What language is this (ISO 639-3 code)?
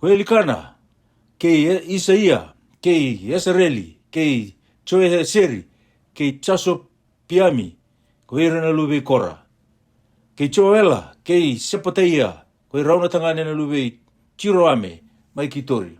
fij